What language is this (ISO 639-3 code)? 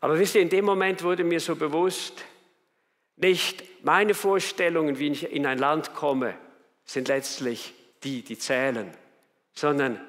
gsw